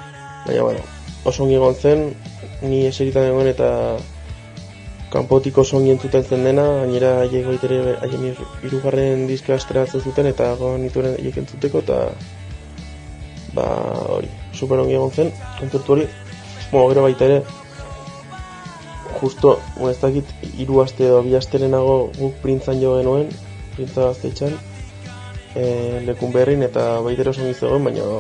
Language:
Basque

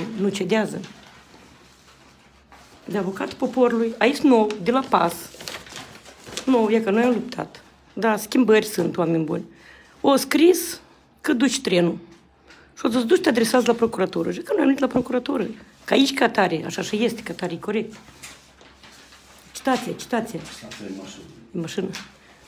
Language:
Romanian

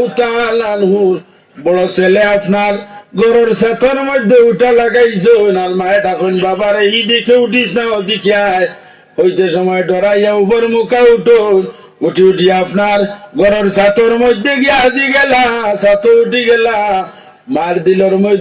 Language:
Sylheti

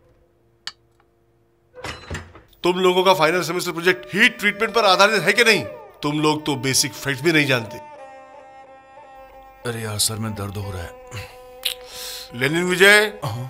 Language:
Hindi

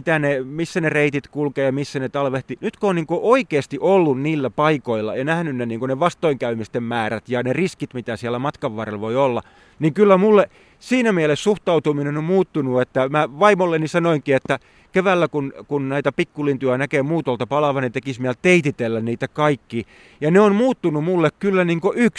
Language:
Finnish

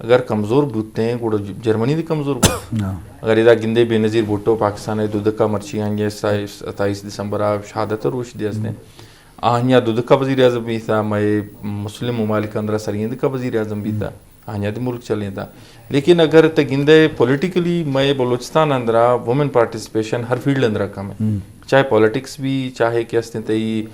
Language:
Eastern Balochi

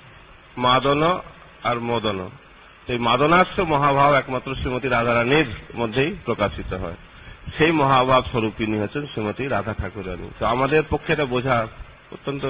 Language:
Bangla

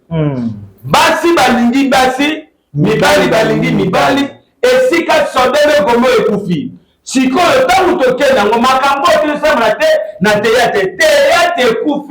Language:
Lingala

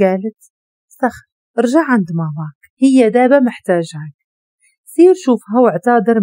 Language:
Moroccan Arabic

